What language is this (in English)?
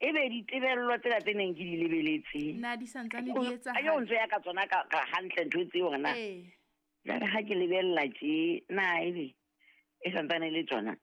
Southern Sotho